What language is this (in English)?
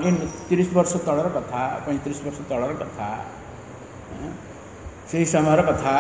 Odia